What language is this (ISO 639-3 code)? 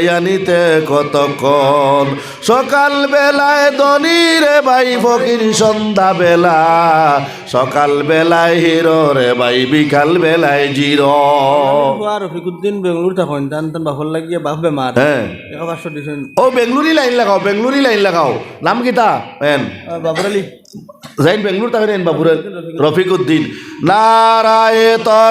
syl